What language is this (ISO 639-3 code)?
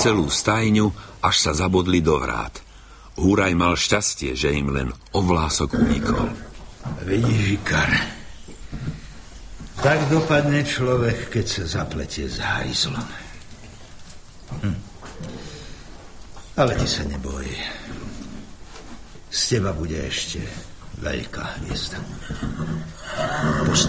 slk